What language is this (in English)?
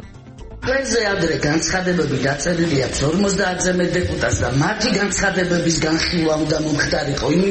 Georgian